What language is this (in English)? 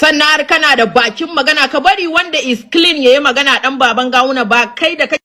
Hausa